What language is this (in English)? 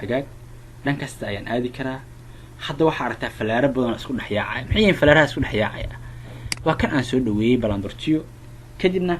Somali